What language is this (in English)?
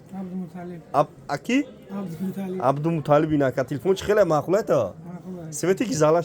Tajik